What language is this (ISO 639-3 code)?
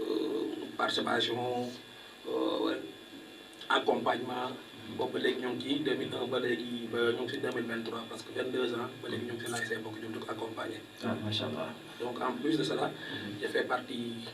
wol